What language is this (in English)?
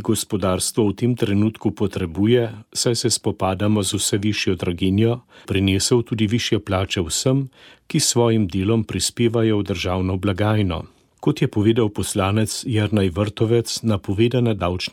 Slovenian